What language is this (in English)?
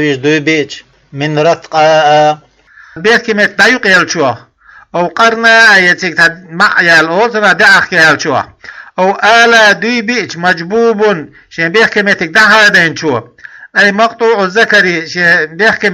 Chechen